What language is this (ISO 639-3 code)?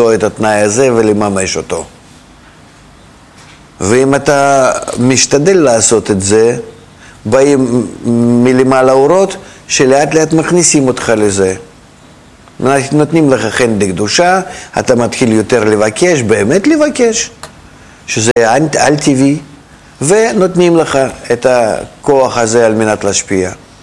heb